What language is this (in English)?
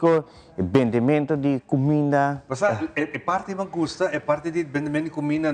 Papiamento